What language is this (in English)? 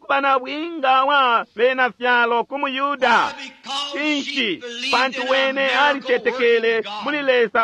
Bemba